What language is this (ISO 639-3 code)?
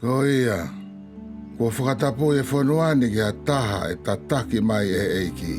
ton